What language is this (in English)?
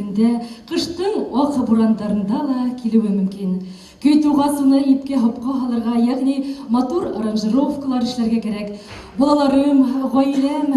Bashkir